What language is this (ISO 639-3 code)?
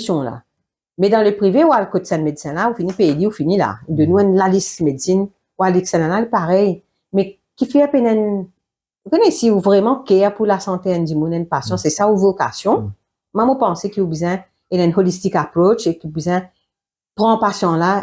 mfe